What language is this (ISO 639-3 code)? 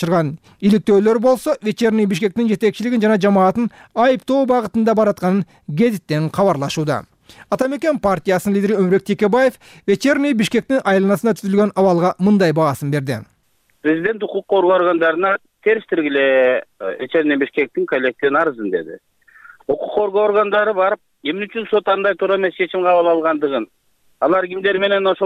kir